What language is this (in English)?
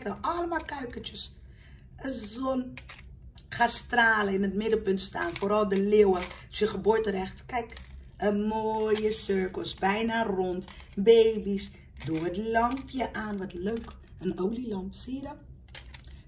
Dutch